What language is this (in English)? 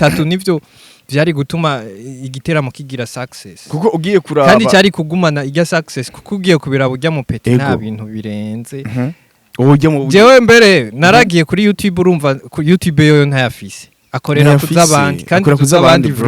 Rundi